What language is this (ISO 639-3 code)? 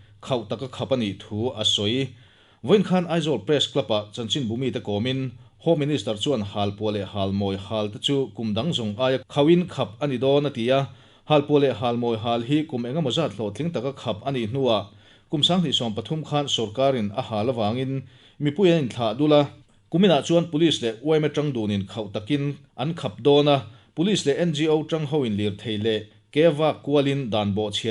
lus